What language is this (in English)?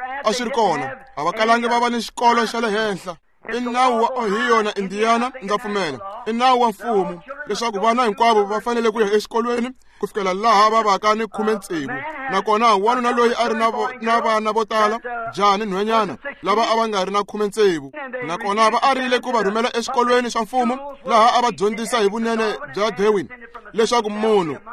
Tsonga